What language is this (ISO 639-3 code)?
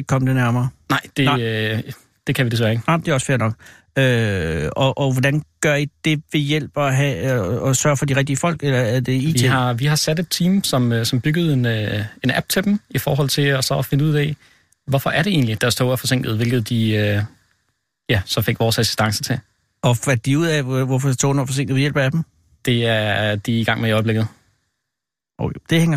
dan